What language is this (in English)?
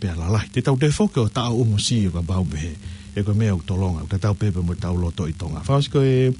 Tongan